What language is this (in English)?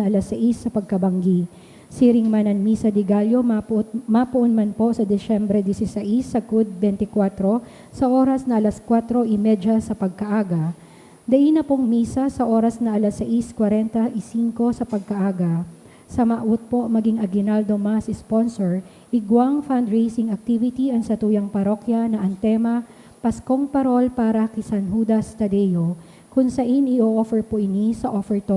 Bikol